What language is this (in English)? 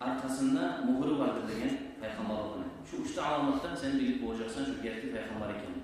Kumyk